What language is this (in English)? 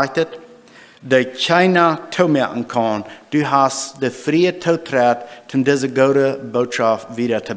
Plautdietsch